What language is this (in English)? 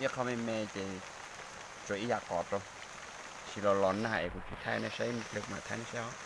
Hmong